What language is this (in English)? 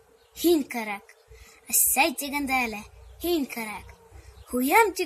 Bashkir